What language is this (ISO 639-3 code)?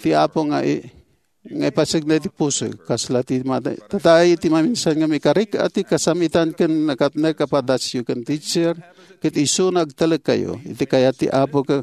ilo